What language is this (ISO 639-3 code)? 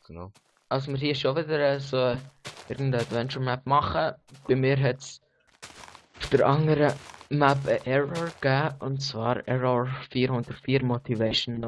gsw